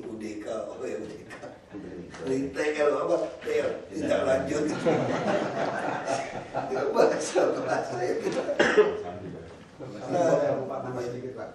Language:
Indonesian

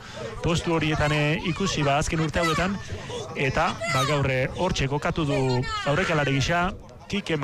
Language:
Basque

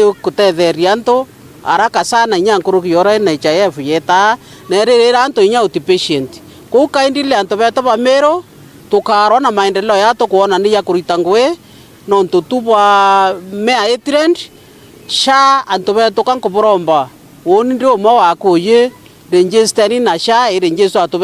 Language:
Meru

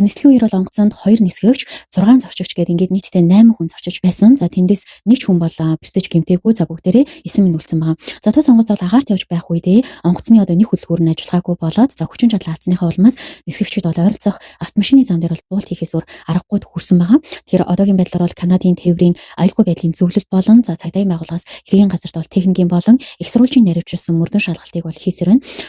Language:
Mongolian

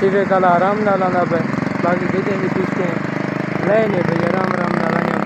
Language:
Saraiki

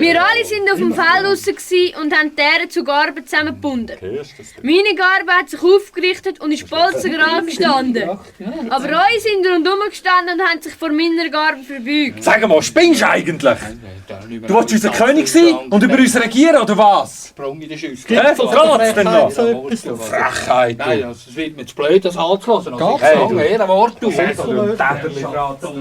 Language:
Swiss German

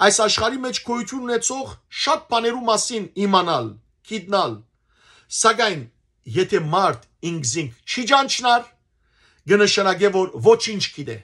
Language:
Western Armenian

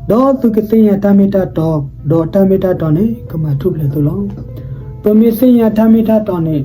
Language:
S'gaw Karen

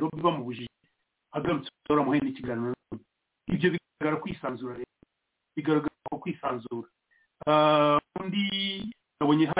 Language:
Kinyarwanda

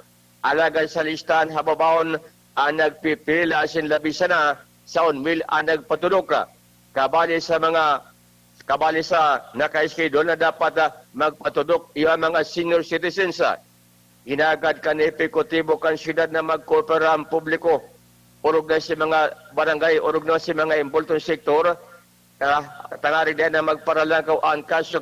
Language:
Bikol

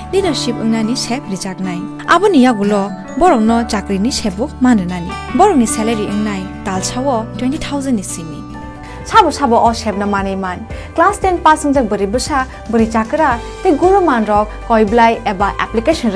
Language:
Kok Borok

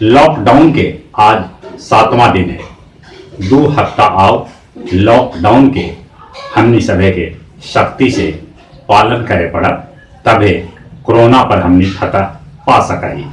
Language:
Magahi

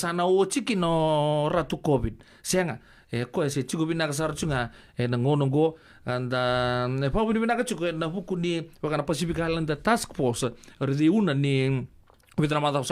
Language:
Fijian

